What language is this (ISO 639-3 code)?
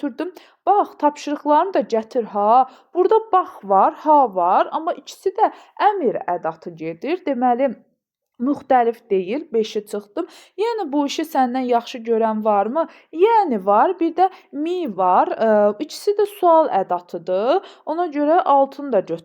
aze